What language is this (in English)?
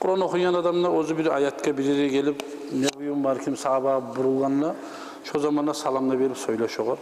Kumyk